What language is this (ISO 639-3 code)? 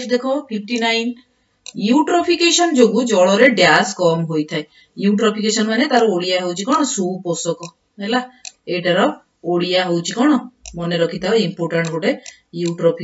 ori